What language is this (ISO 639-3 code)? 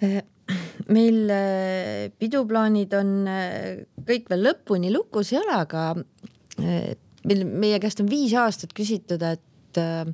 est